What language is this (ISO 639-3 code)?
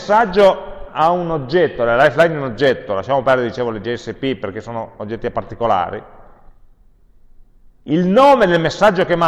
ita